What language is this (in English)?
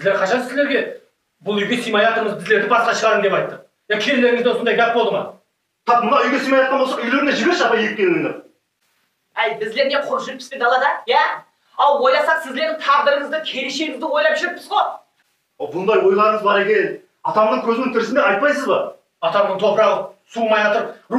Kazakh